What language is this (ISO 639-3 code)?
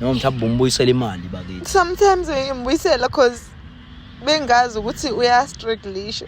zul